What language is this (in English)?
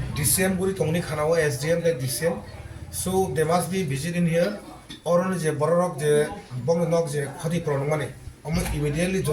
Kok Borok